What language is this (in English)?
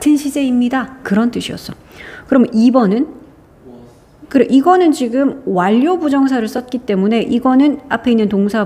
Korean